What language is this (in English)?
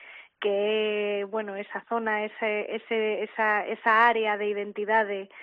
Galician